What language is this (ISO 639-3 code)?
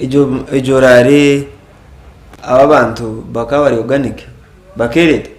nyn